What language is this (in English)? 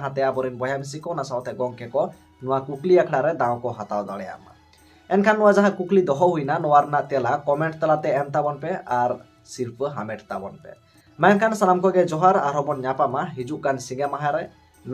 Santali